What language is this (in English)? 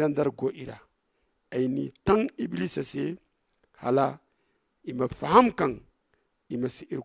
Zarma